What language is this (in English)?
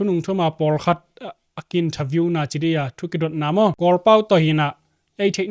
Tedim Chin